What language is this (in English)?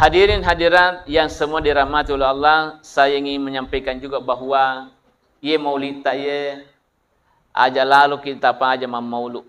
Buginese